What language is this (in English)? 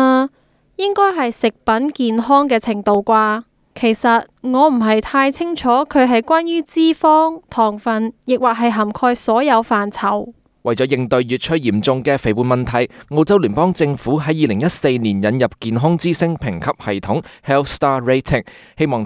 Cantonese